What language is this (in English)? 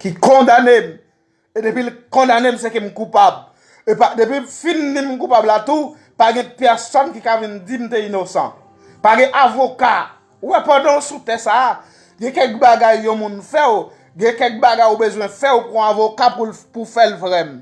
Haitian Creole